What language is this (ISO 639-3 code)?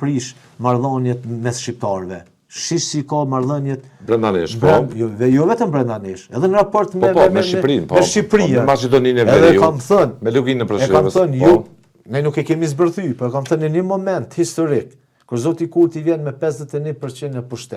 sqi